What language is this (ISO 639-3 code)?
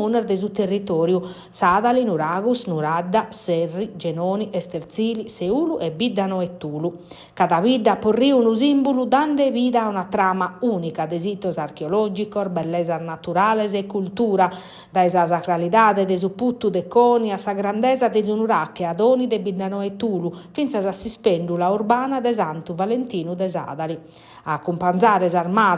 srd